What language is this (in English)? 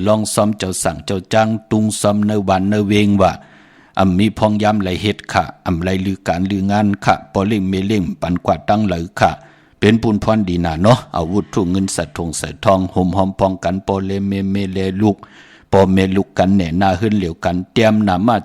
Shan